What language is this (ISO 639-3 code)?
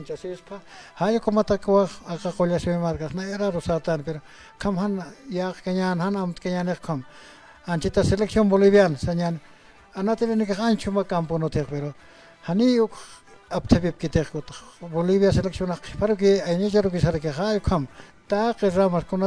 aym